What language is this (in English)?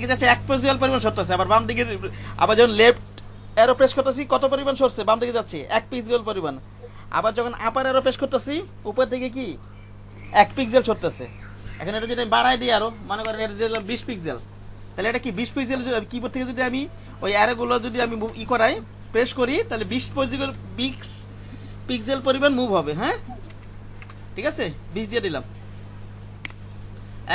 Bangla